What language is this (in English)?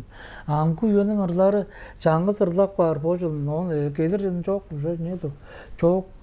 Tuvinian